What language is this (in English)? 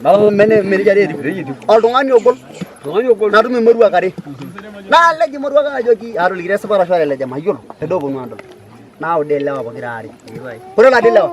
Masai